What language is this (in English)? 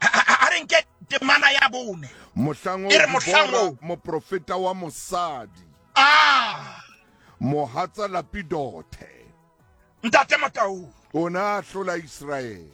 Southern Sotho